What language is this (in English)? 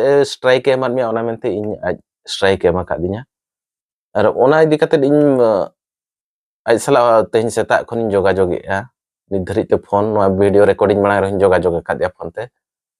Santali